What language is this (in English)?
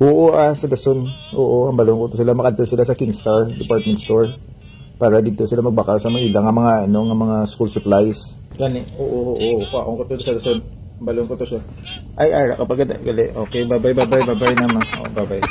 Hiligaynon